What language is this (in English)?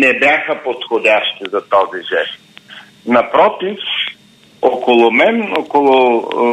Bulgarian